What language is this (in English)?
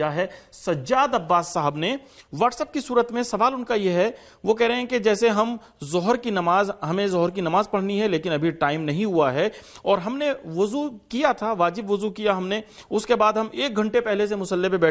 Urdu